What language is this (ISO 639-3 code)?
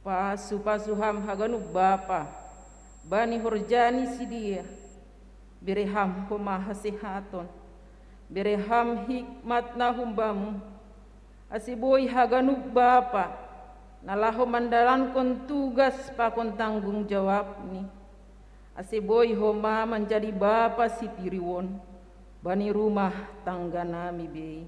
bts